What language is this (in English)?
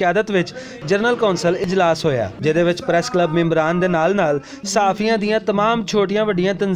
Western Panjabi